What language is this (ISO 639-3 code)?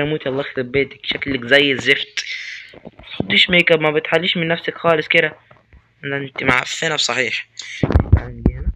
arz